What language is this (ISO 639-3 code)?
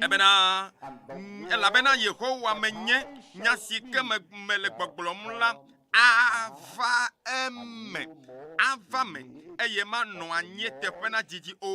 ewe